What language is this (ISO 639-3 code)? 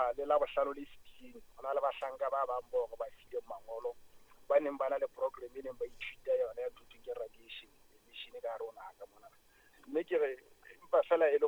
sot